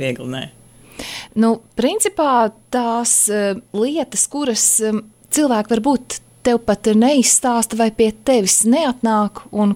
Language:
Latvian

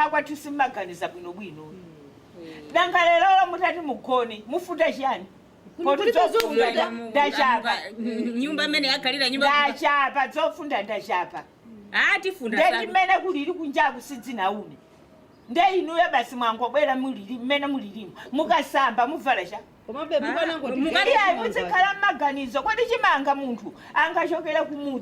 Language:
Nyanja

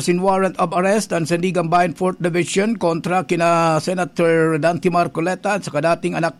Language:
Bikol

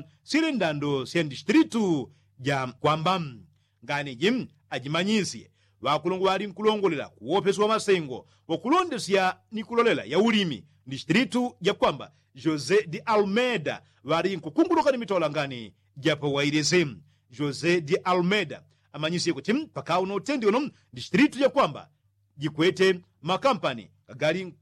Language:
Yao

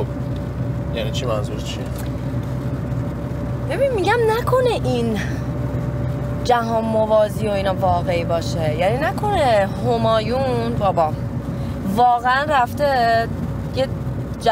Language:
Persian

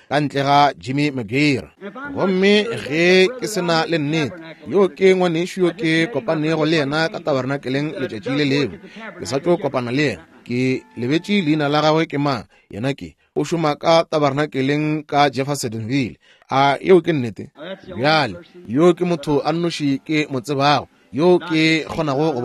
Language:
Northern Sotho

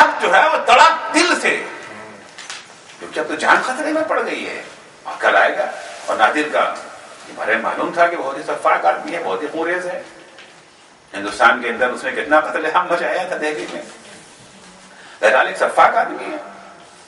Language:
Urdu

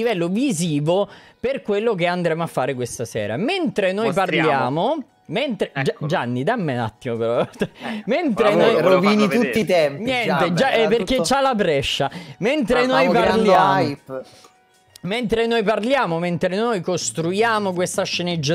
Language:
Italian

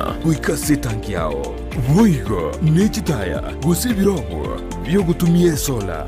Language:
Gusii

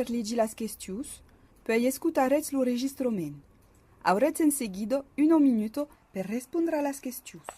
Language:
Occitan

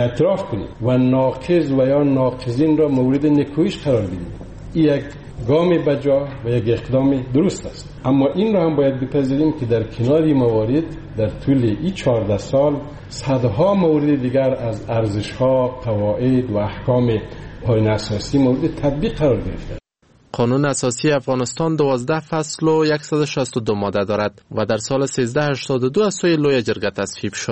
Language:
Persian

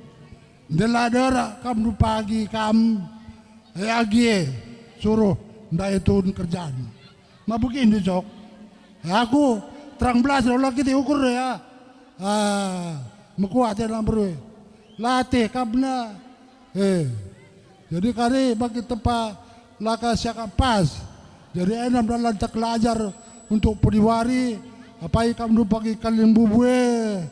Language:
Batak Karo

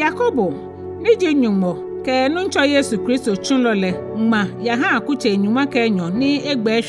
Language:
Ga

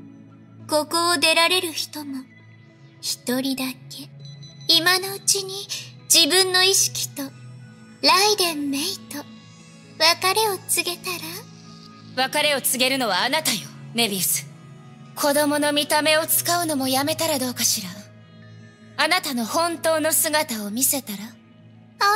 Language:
Japanese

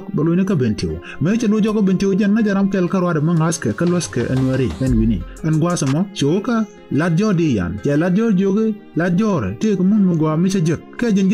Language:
Nuer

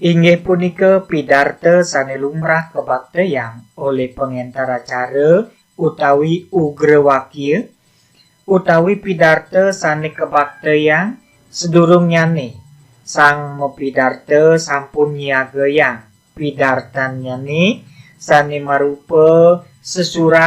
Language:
Balinese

